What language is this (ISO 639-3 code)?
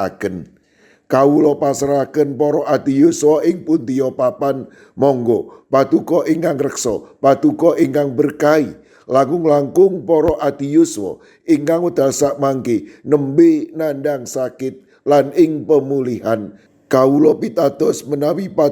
jav